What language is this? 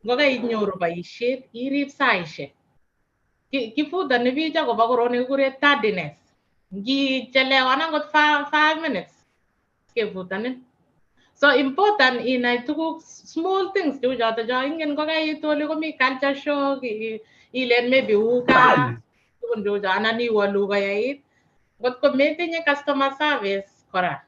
Kalenjin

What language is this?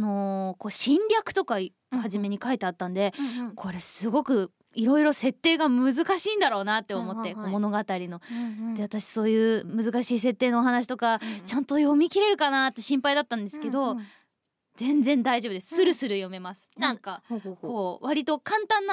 Japanese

